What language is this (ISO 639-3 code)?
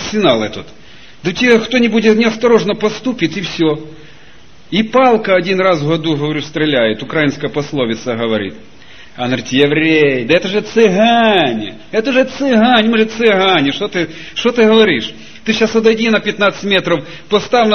rus